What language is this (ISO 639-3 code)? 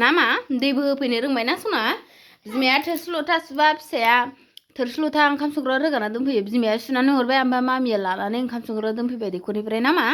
brx